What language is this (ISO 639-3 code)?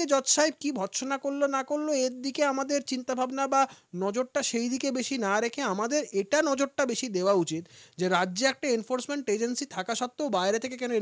ben